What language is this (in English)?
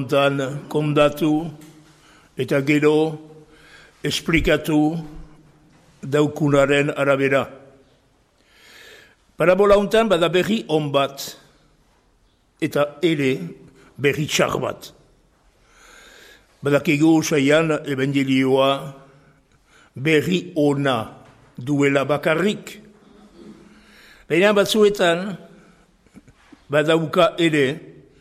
Basque